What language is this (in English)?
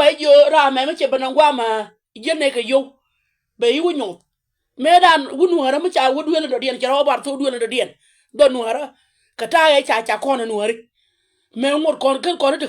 Nuer